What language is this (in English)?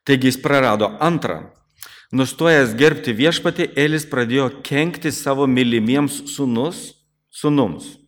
Lithuanian